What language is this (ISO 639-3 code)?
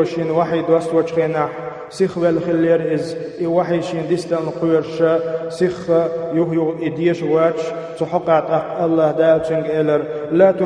che